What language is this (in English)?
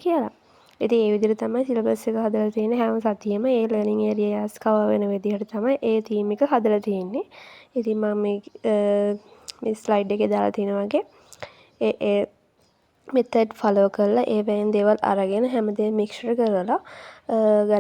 Sinhala